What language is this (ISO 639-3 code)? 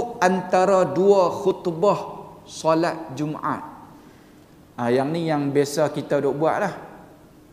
msa